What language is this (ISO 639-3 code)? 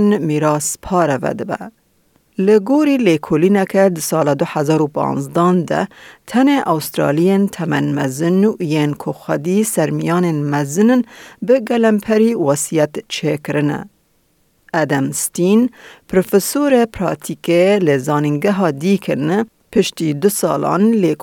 kur